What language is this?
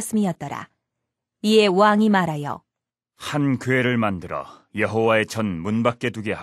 Korean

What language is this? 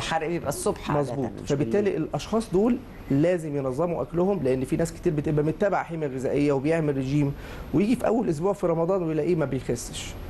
Egyptian Arabic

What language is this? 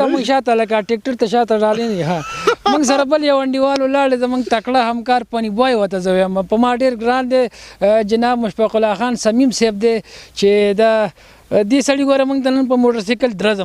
Pashto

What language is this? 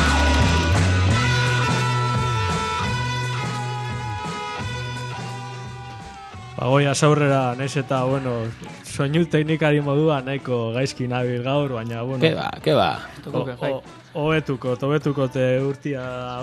Basque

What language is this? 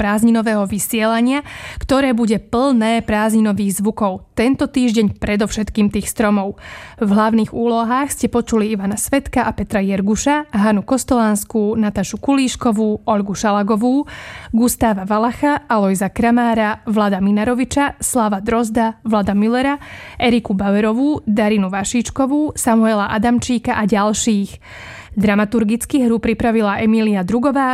Slovak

